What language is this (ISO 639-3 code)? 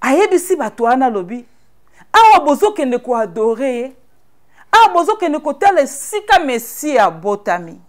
lin